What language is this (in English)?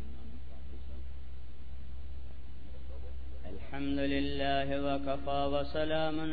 Urdu